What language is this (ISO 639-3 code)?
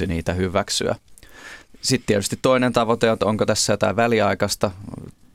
fin